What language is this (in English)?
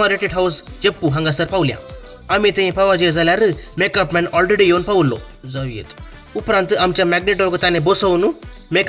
Konkani